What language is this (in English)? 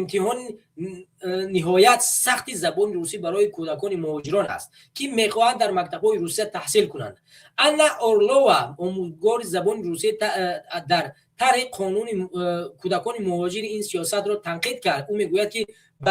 Tajik